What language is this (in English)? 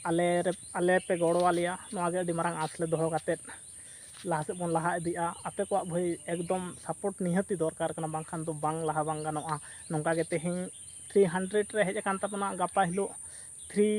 Santali